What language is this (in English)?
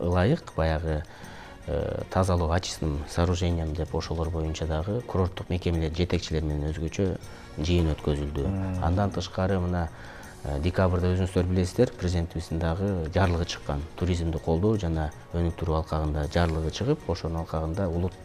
Kyrgyz